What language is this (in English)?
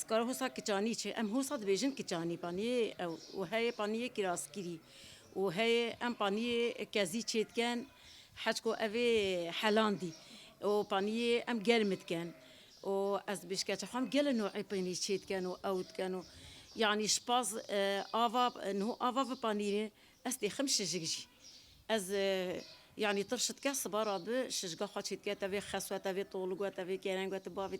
Kurdish